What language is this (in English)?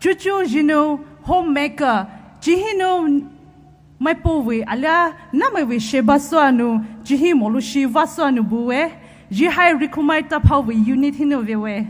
Poumei Naga